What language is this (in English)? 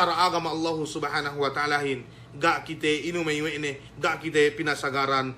Yakan